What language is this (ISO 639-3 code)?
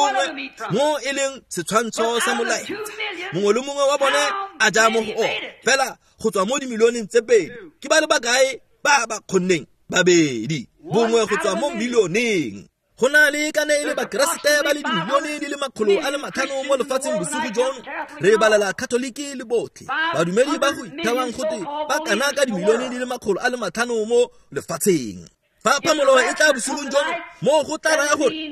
tsn